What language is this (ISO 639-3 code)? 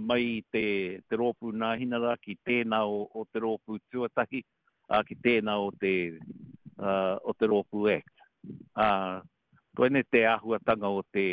mri